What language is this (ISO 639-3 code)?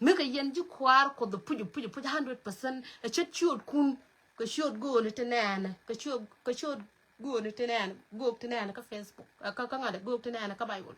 nus